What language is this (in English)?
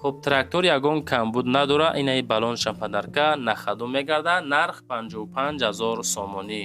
Tajik